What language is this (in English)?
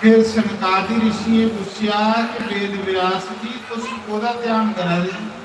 Dogri